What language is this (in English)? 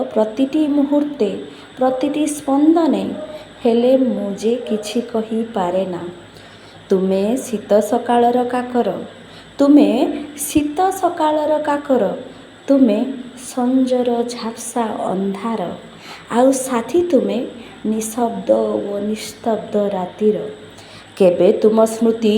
Odia